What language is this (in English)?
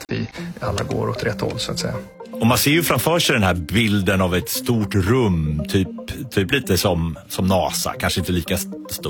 Swedish